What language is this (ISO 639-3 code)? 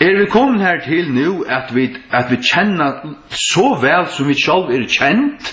fao